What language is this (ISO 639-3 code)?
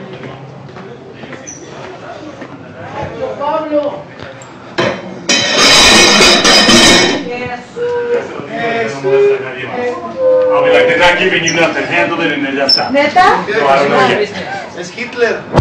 spa